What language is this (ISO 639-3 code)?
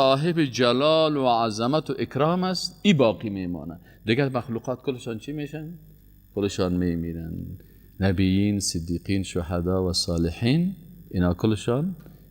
fas